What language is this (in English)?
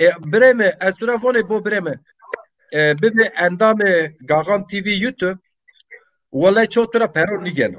Zaza